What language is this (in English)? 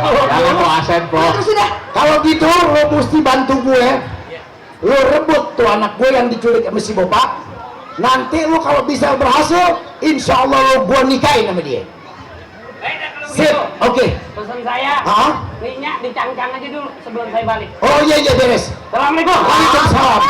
Betawi